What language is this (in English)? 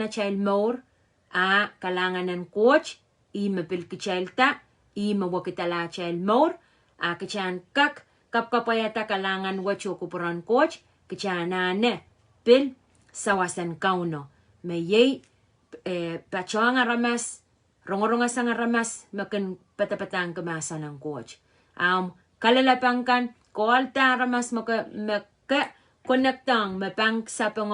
Pohnpeian